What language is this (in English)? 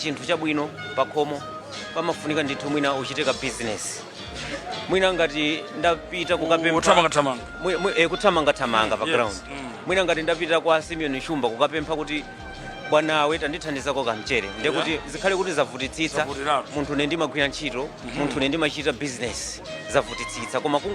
Nyanja